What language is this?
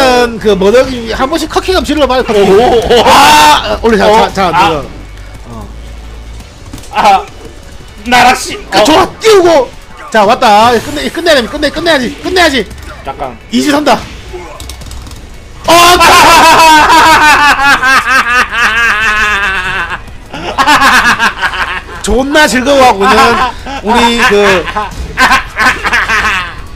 Korean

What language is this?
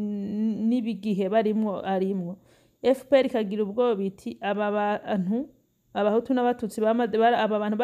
Rundi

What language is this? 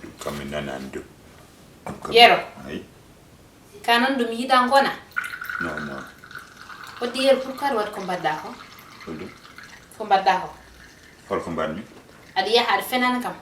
Fula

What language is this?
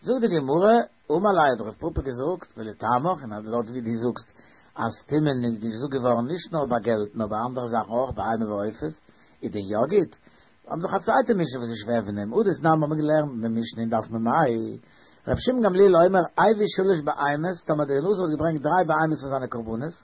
Yiddish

